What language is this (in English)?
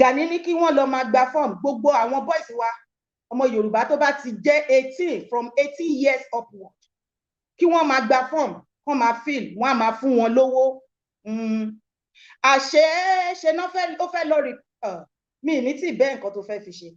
Yoruba